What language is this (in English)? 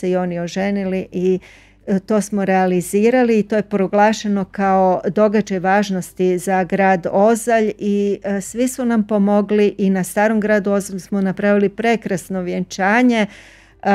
Croatian